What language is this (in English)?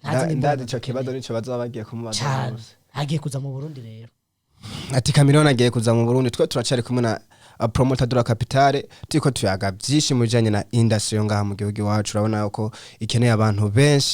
Rundi